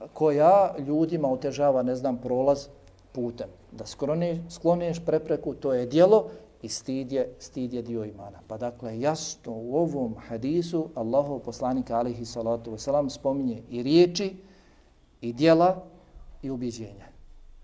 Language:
Bosnian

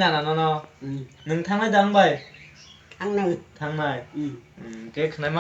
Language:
Kok Borok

